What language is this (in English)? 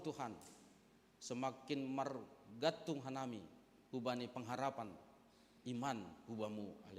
Batak Simalungun